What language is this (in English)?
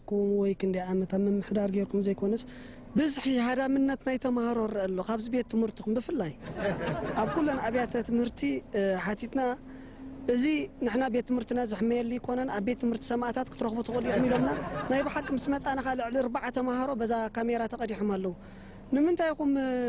Tigrinya